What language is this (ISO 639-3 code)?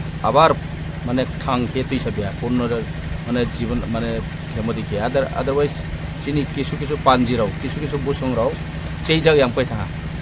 ria